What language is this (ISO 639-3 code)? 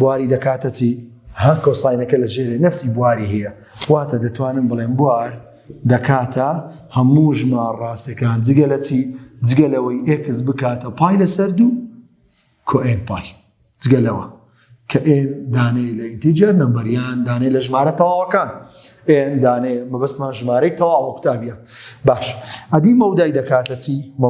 ckb